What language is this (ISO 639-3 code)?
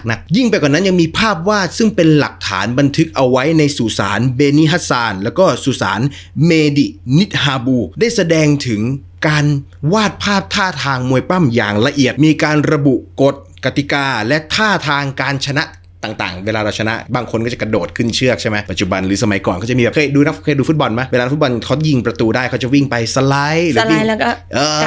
tha